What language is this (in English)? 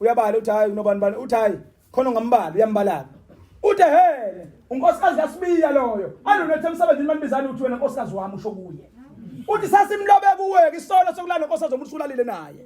Zulu